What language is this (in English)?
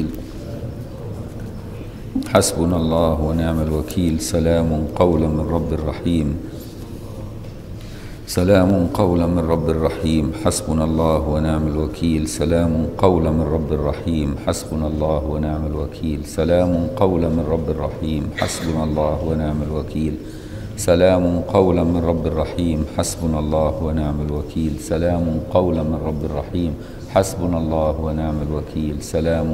Arabic